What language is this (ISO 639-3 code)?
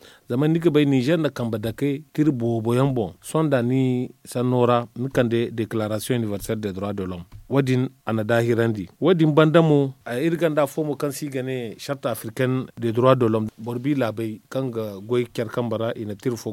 dje